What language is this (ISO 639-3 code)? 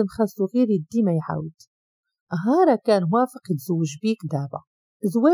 ary